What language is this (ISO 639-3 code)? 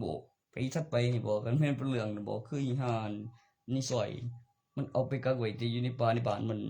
tts